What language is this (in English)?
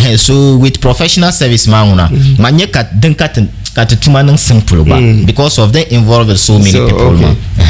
Dagbani